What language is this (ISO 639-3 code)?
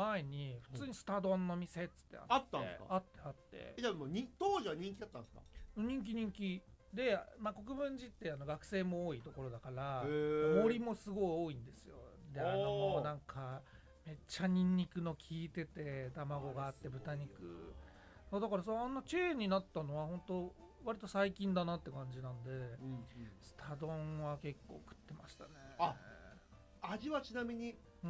jpn